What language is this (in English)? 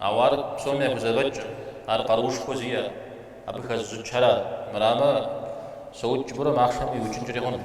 Kabardian